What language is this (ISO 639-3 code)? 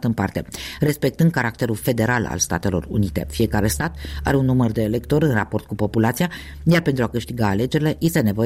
ron